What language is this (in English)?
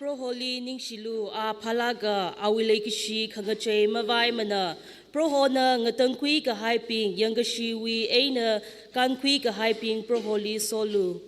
Tangkhul Naga (India)